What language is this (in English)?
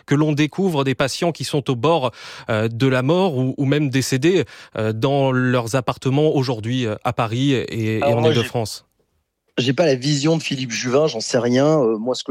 French